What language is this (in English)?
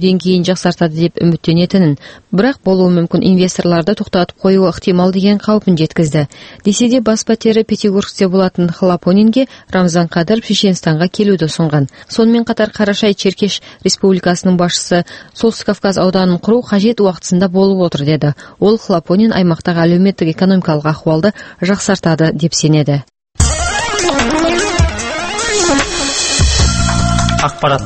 Kazakh